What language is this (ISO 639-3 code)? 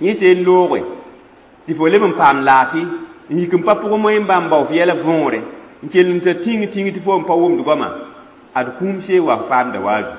mos